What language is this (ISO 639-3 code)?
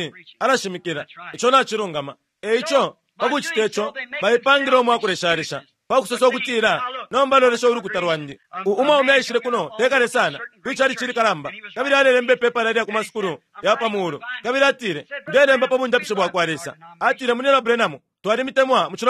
bem